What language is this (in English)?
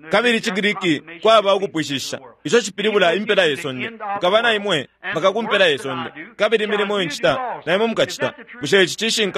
Bemba